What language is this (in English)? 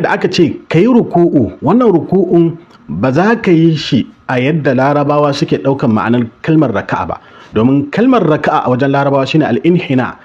Hausa